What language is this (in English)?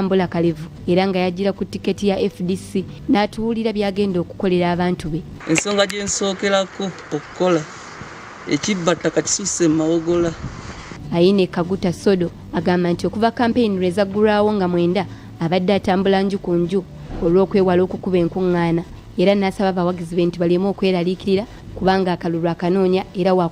Ganda